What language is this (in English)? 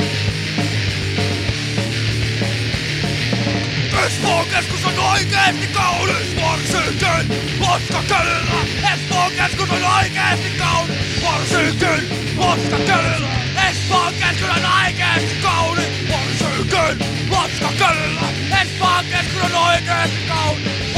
Finnish